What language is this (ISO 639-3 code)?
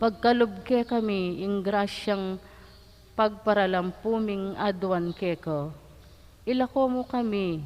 pam